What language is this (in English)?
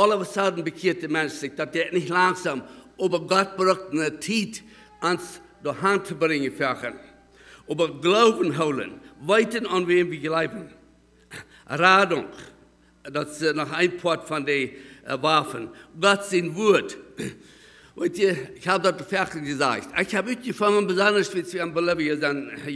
Plautdietsch